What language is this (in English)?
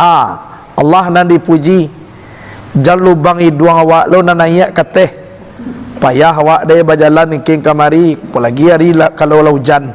Minangkabau